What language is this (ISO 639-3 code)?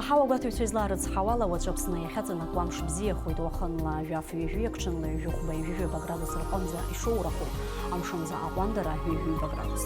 abk